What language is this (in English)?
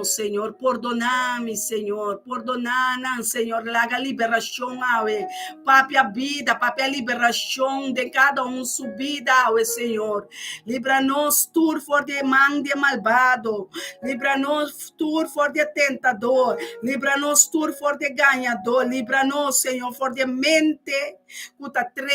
Papiamento